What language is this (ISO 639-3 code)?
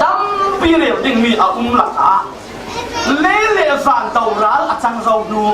cfm